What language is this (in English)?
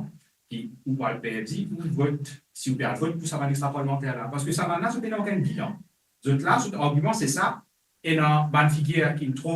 Morisyen